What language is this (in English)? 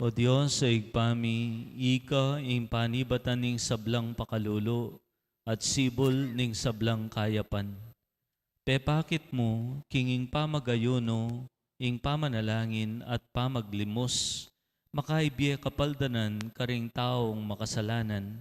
Pampanga